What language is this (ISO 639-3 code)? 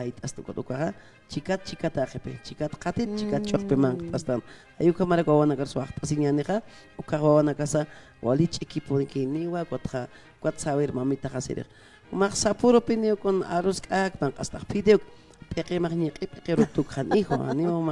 aym